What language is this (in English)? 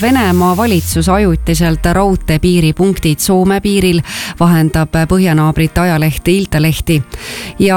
Estonian